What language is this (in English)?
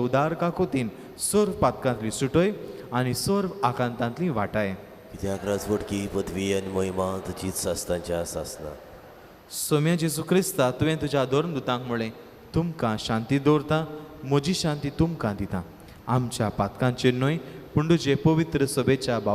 Konkani